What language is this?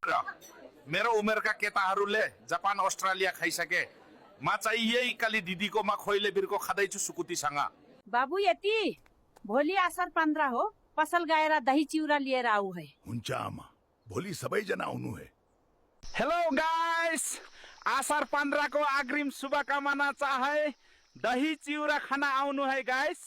Nepali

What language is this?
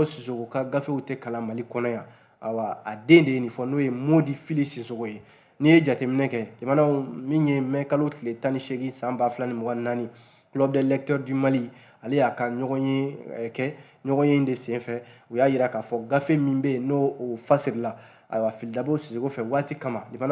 Bambara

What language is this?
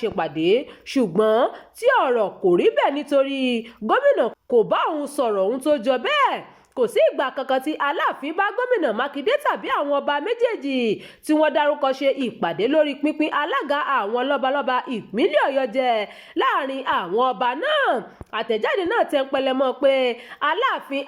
Yoruba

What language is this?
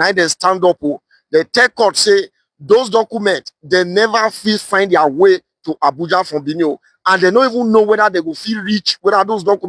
Nigerian Pidgin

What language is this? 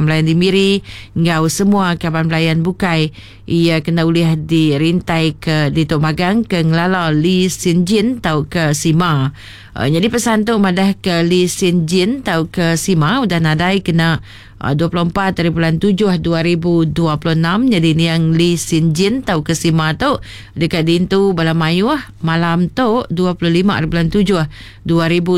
Iban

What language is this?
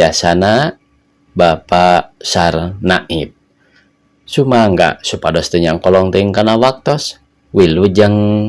Sundanese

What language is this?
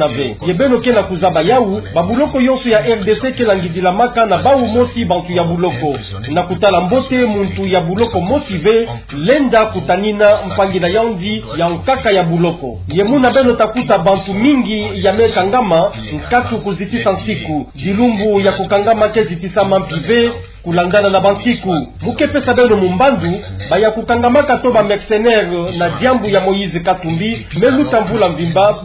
Kituba (Democratic Republic of Congo)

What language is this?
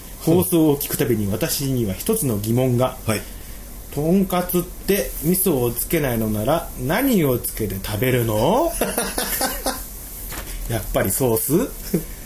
Japanese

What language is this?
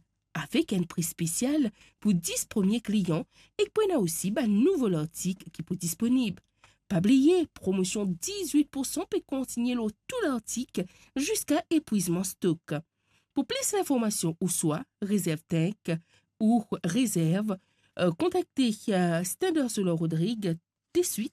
Morisyen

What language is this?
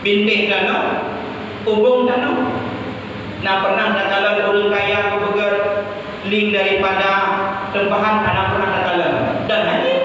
Achinese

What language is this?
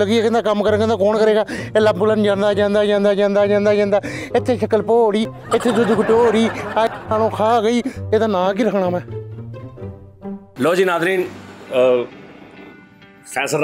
Punjabi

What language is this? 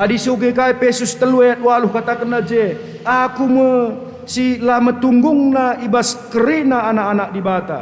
Batak Karo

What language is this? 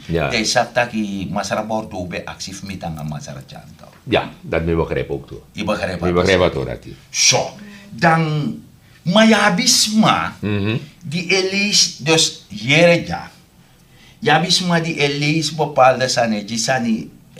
Sranan Tongo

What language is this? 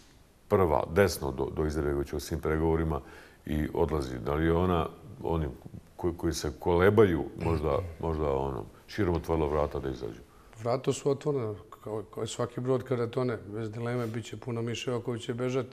Bosnian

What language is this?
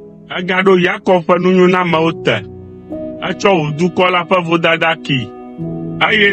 Ewe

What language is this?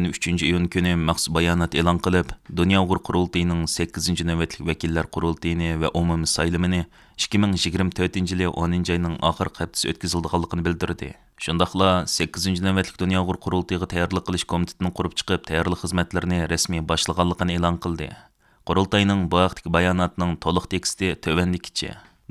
Uyghur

